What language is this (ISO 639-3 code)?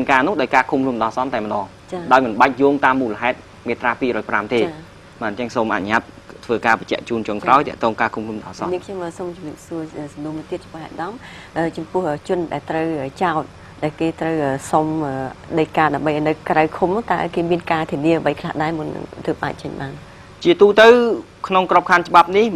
khm